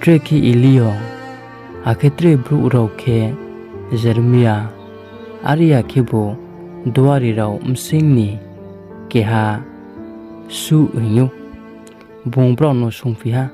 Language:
Riang (India)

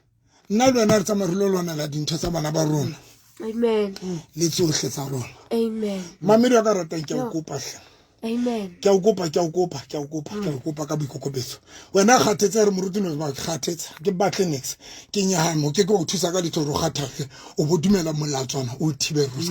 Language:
Southern Sotho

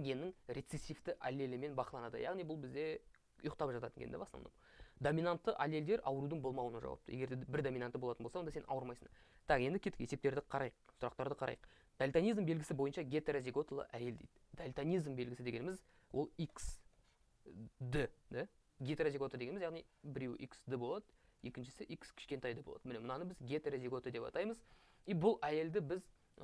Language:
Kazakh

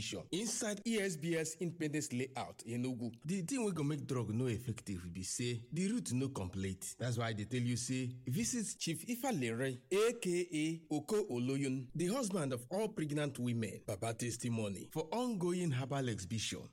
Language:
Nigerian Pidgin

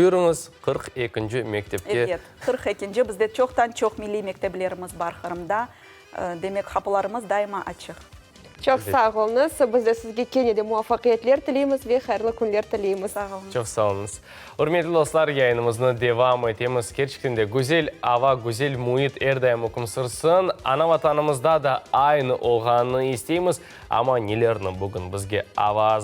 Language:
Crimean Tatar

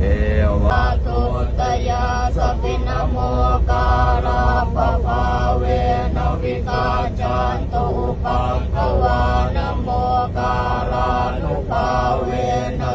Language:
Pali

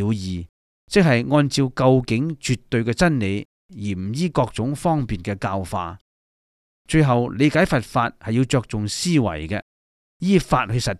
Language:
Cantonese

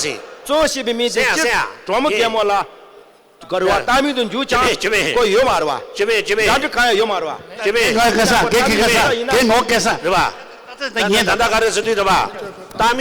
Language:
Tibetan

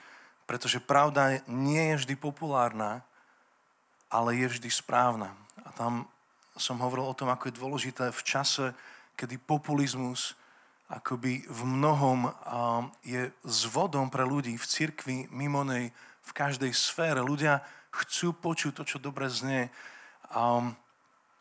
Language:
Slovak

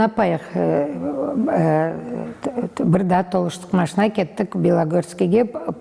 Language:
Crimean Tatar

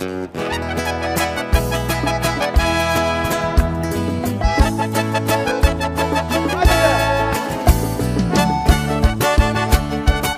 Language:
Portuguese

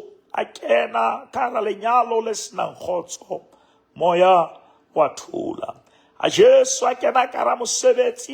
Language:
Southern Sotho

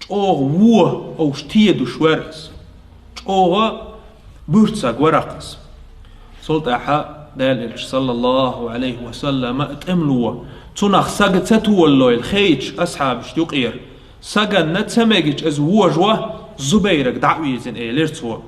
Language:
Chechen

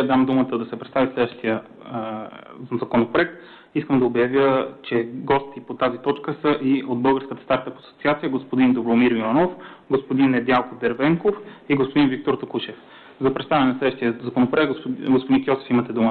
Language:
Bulgarian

